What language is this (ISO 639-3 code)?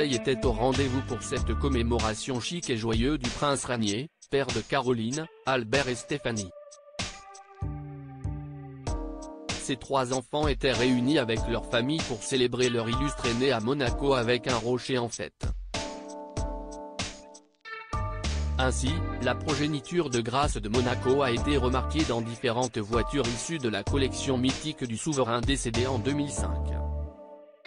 fra